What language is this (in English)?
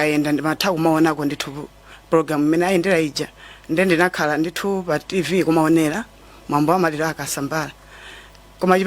Nyanja